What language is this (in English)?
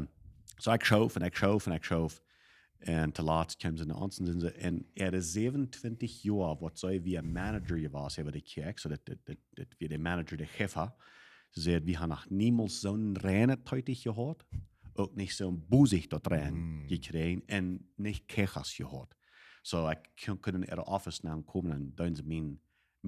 Plautdietsch